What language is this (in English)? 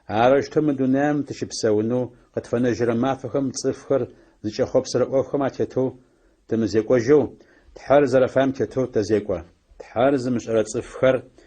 Adyghe